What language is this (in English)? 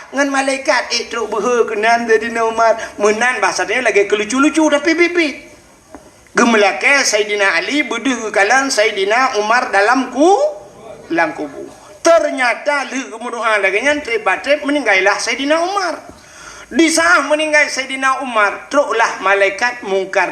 Achinese